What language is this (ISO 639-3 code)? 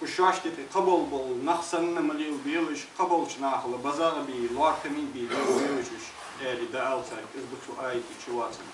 inh